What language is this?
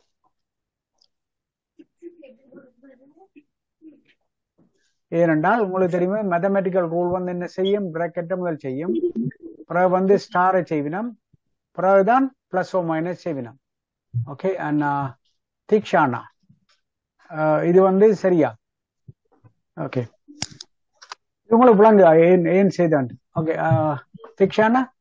Tamil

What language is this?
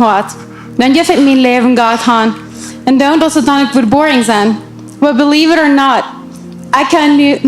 Plautdietsch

